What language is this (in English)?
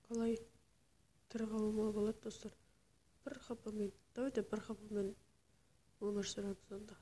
Kara-Kalpak